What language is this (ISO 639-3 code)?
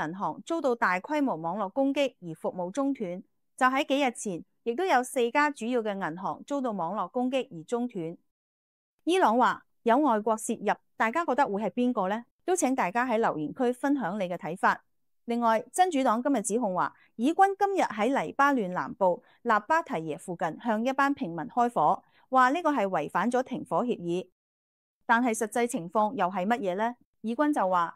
yue